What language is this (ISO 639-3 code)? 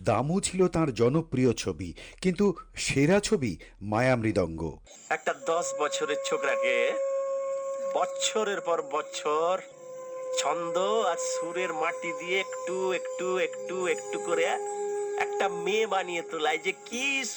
ben